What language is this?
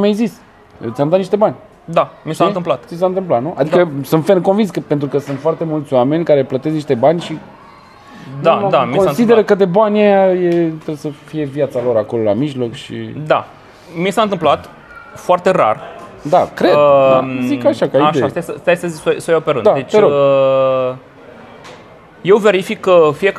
Romanian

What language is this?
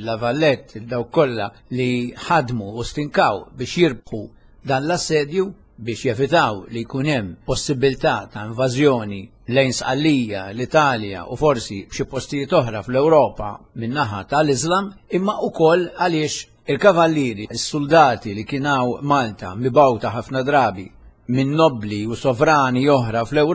Maltese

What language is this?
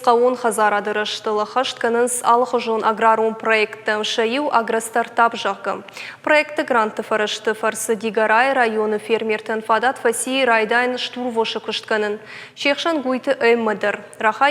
Ossetic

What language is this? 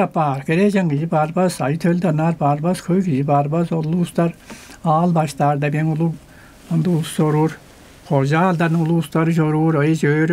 Tuvinian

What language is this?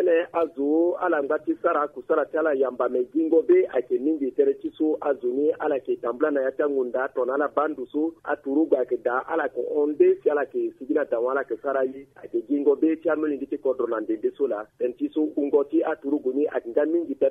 Sango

